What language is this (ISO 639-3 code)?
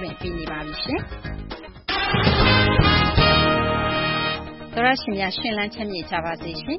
mya